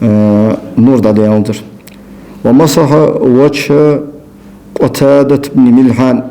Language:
Ingush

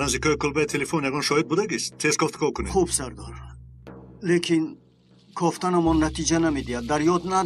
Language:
Tajik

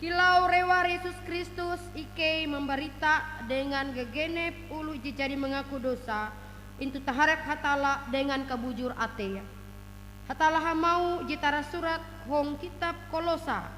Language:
Ngaju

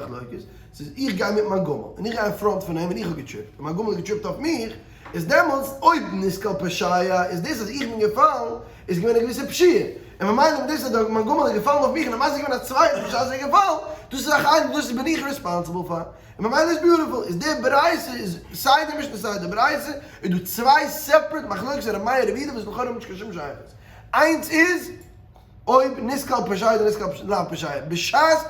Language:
Yiddish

